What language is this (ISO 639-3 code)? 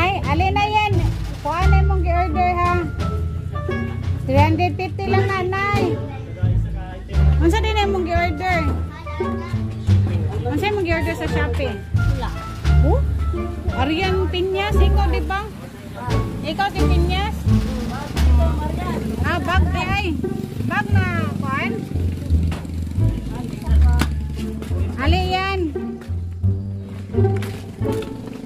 ceb